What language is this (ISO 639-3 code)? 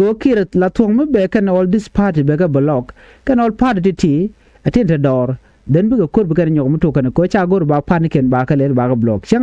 nus